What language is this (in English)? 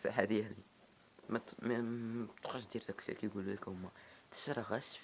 Moroccan Arabic